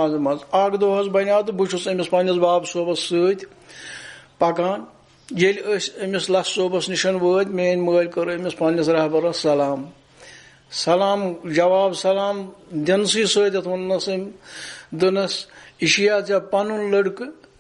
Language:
Kashmiri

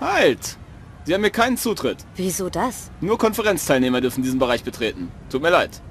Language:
Bavarian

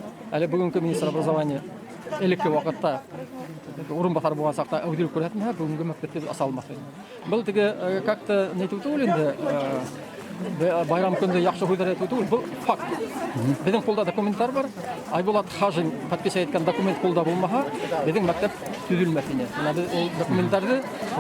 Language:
Bashkir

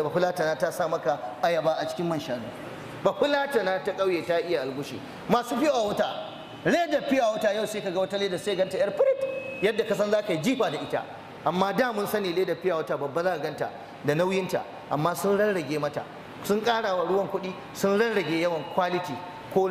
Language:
Hausa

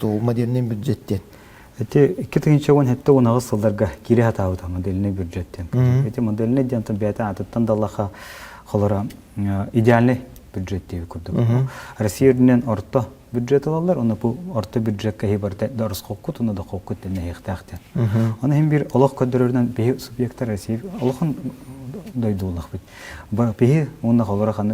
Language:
Yakut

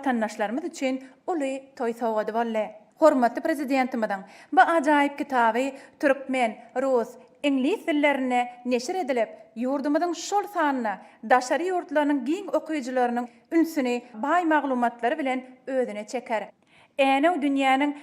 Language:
Turkmen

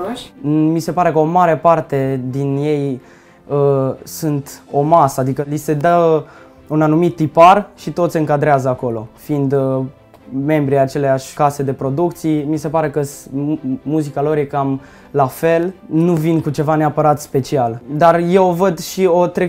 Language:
Romanian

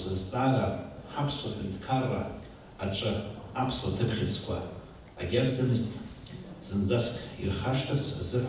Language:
Abkhazian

